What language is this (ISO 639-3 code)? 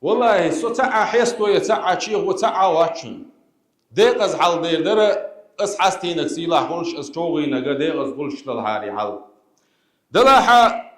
che